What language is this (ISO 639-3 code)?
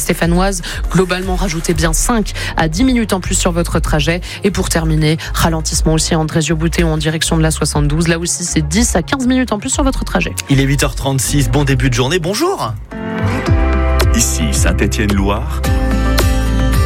fra